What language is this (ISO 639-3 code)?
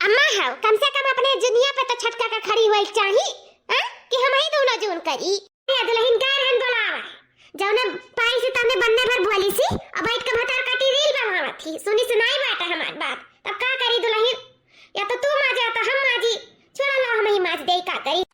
awa